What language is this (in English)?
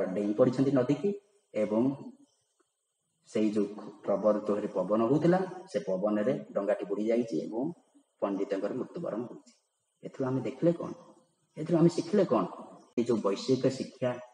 Odia